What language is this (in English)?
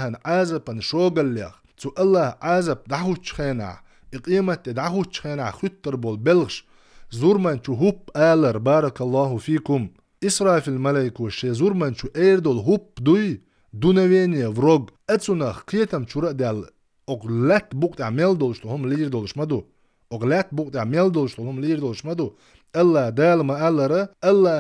Chechen